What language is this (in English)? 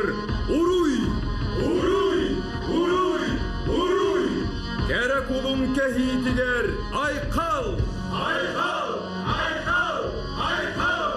Yakut